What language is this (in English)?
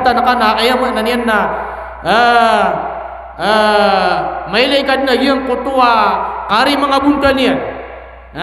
Maranao